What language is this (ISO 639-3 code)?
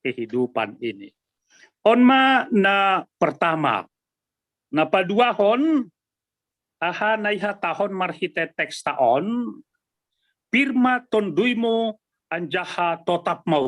bts